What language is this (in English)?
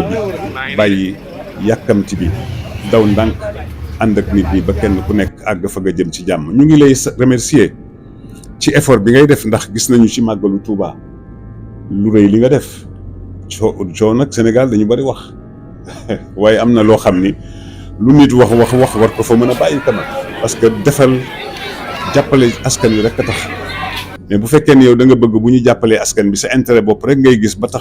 Wolof